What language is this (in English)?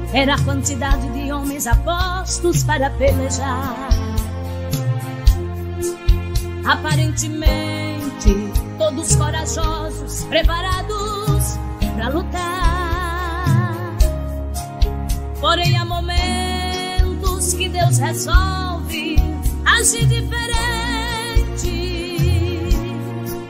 Portuguese